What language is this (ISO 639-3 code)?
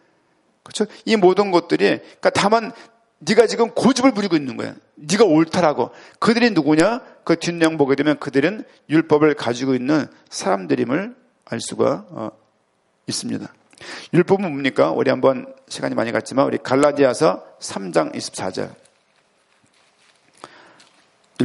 kor